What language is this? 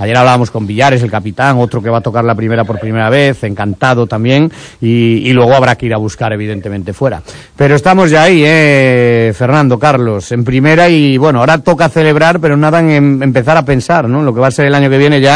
Spanish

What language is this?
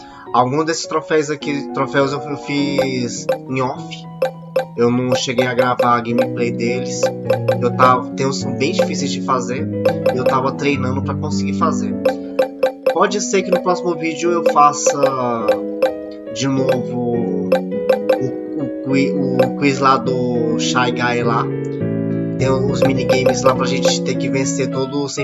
Portuguese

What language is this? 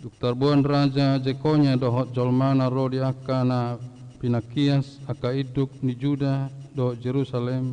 Batak Toba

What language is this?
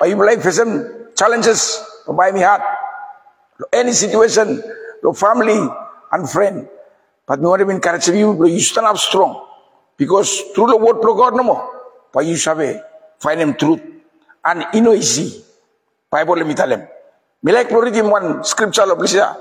Bislama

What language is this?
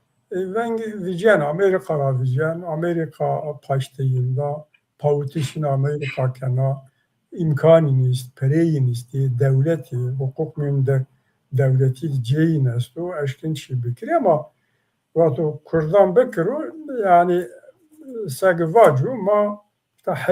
Zaza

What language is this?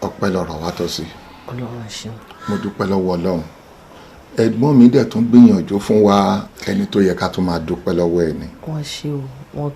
Yoruba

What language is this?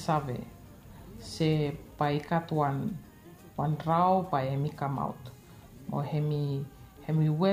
Bislama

